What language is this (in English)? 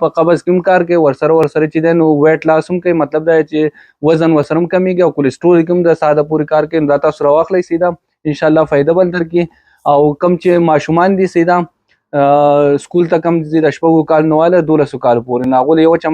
Pashto